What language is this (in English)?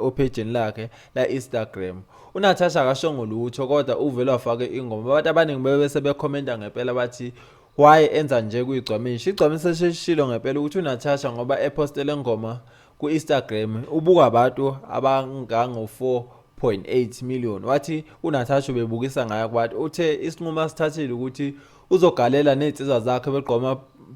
Zulu